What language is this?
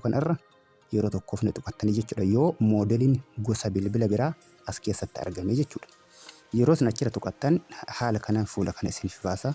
Oromo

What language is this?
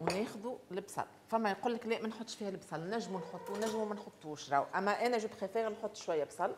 Tunisian Arabic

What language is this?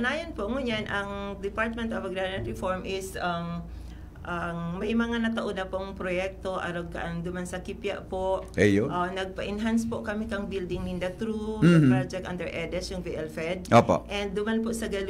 Bikol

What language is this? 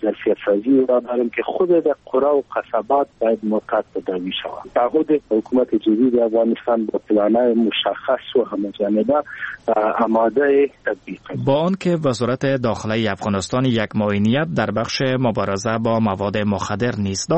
Persian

